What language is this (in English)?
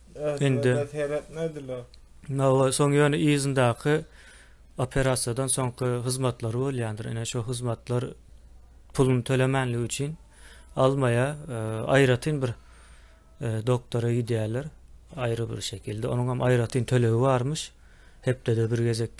Turkmen